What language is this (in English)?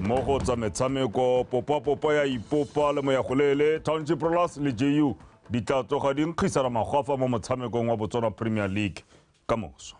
Tswana